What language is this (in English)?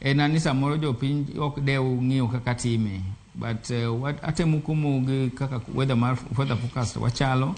Luo (Kenya and Tanzania)